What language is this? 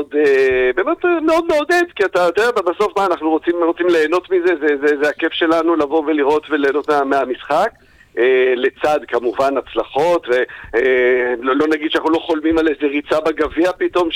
Hebrew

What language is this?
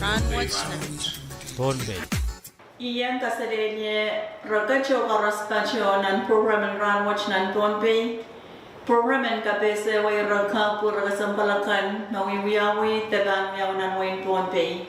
Pohnpeian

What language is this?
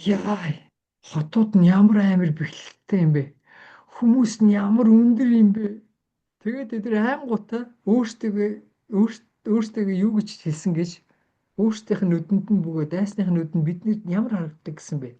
Mongolian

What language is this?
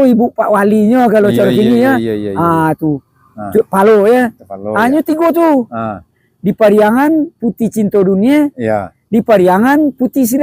Minangkabau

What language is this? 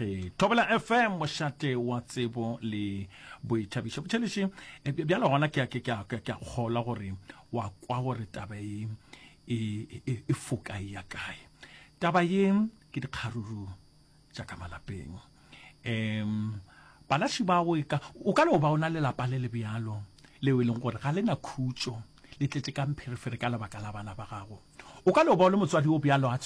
Northern Sotho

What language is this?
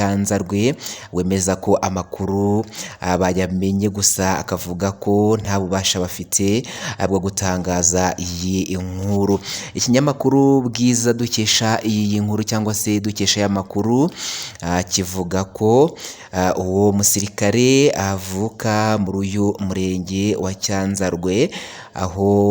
Kinyarwanda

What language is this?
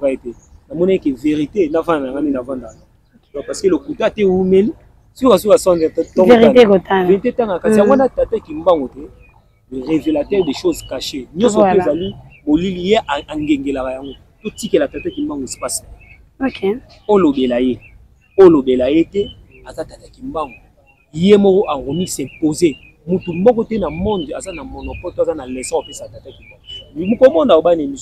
Lingala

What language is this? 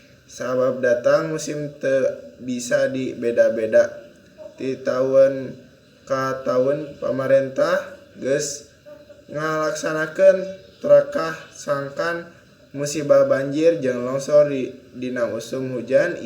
Sundanese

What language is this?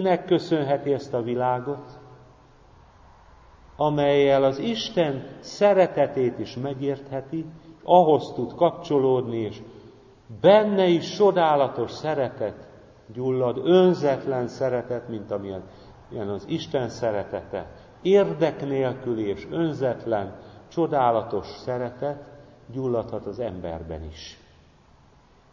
Hungarian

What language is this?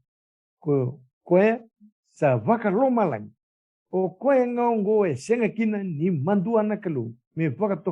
Fijian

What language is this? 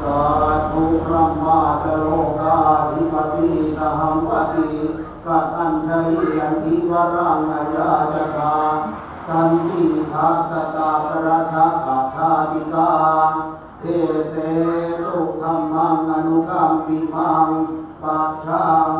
Pali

